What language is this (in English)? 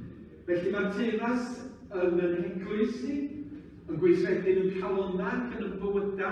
Welsh